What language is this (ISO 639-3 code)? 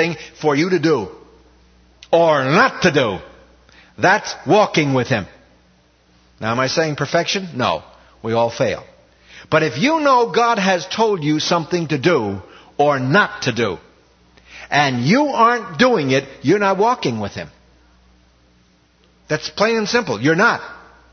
eng